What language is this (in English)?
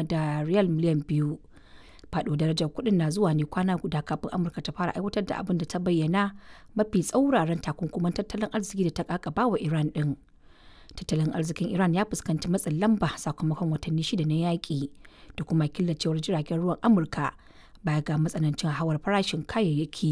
Hausa